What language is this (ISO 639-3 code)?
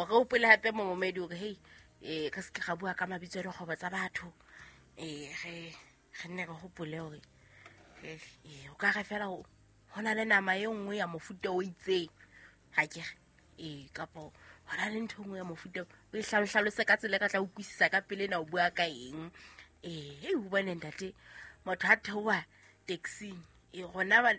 sot